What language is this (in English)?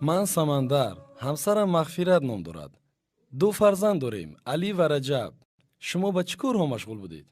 Tajik